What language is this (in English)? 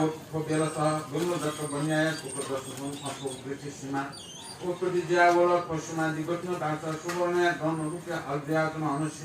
Newari